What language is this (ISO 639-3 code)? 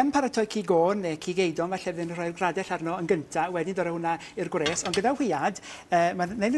cym